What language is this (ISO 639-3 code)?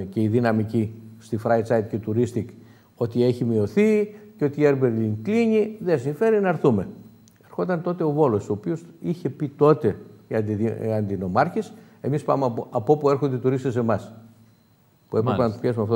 ell